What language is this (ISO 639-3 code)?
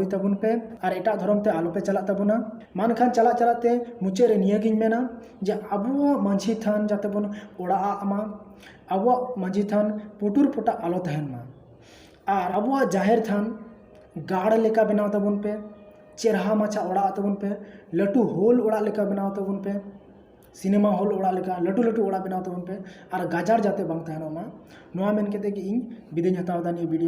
sat